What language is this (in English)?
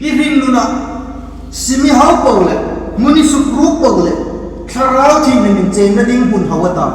Hmar